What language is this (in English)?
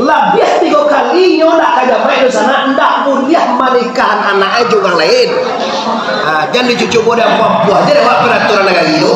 Minangkabau